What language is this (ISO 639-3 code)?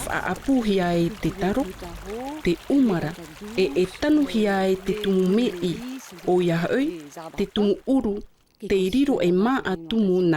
tah